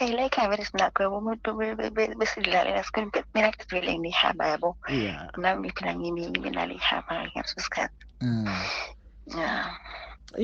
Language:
Zulu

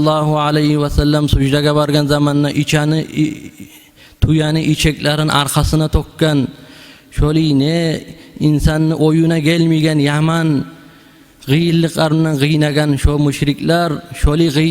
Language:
Kumyk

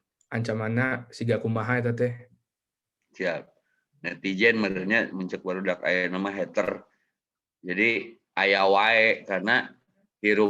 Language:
Sundanese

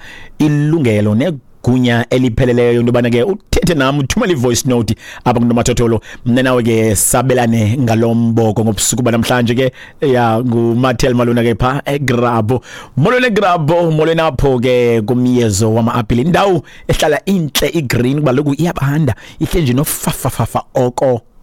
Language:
Xhosa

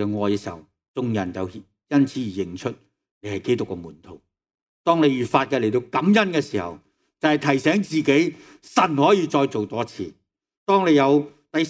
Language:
Cantonese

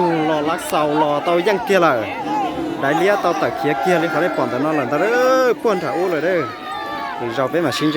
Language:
Hmong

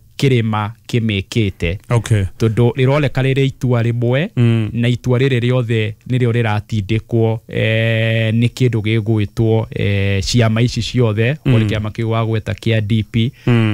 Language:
Kikuyu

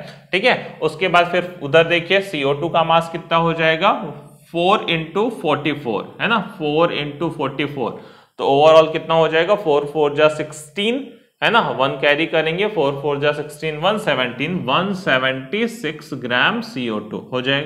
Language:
Hindi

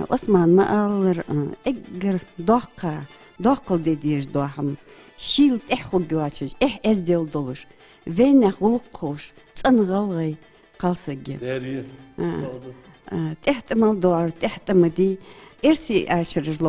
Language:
Ingush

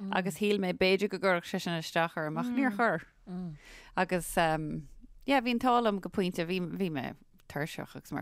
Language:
Irish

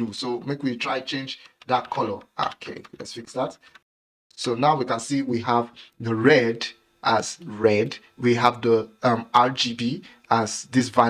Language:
Nigerian Pidgin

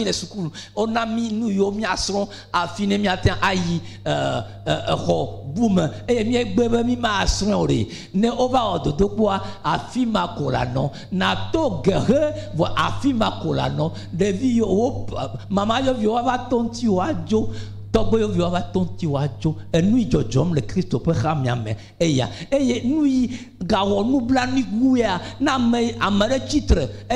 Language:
Ewe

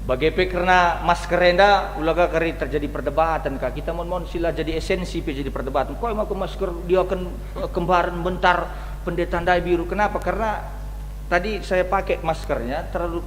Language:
Batak Karo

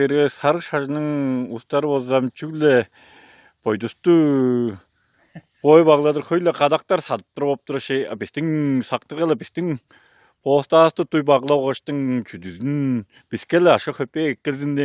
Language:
Tuvinian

